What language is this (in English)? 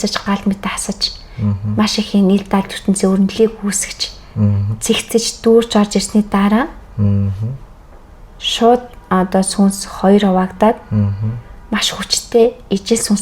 Mongolian